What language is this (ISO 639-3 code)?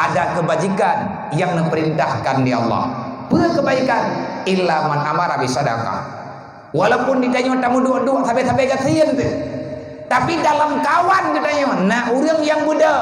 ace